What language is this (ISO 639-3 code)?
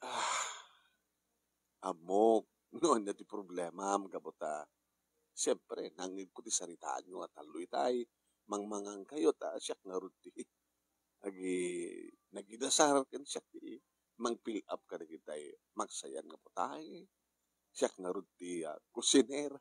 ilo